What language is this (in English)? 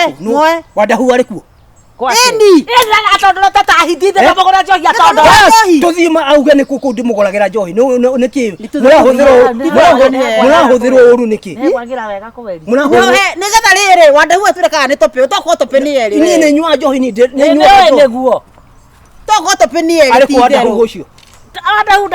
Kikuyu